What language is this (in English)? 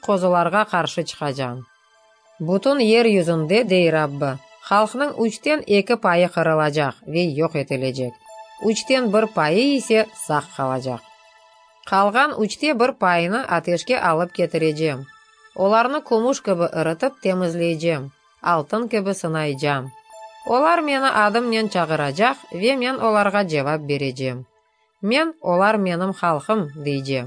Crimean Tatar